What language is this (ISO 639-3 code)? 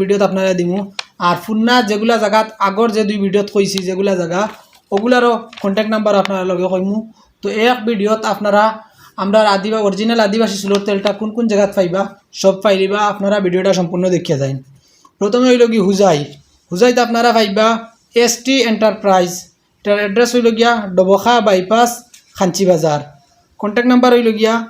syl